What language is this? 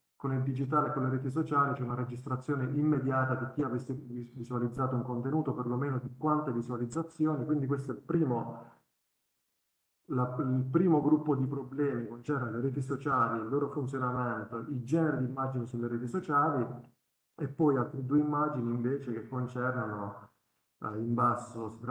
Italian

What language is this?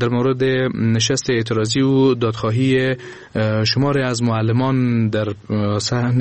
Persian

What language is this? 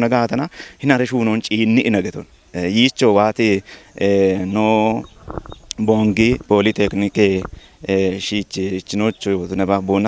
Kafa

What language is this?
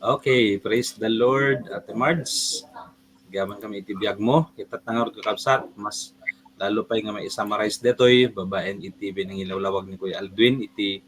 Iloko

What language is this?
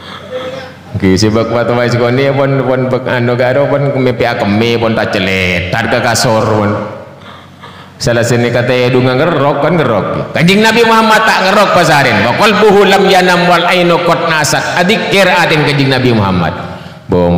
Madurese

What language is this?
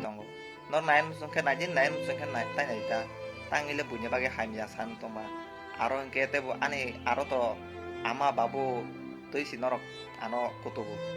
Kok Borok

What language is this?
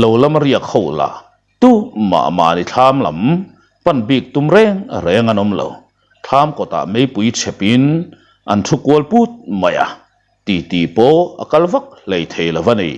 Mizo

